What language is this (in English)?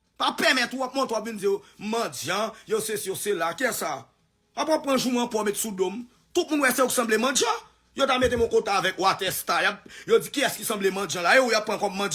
Haitian Creole